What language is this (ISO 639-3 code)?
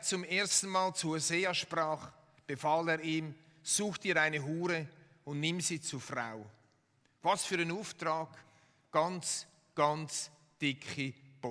gsw